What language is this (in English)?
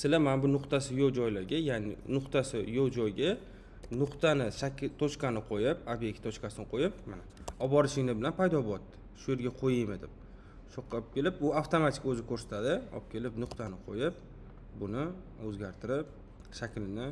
Uzbek